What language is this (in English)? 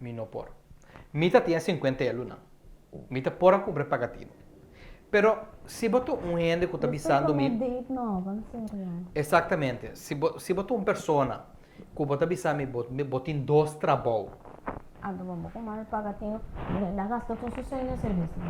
Papiamento